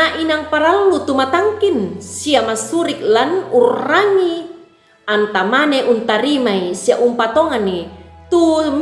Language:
Toraja-Sa'dan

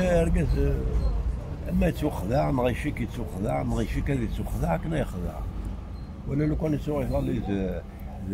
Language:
Kabyle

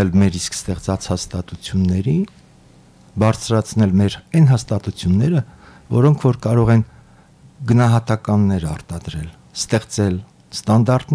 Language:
Armenian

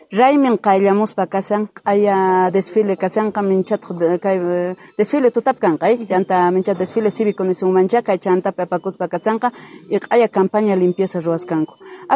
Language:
South Bolivian Quechua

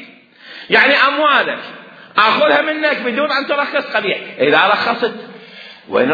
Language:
Mesopotamian Arabic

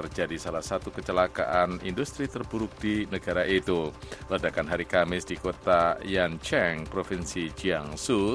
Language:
Indonesian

